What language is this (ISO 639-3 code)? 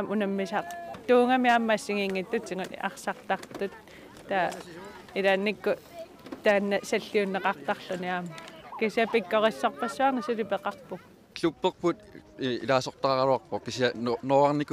kal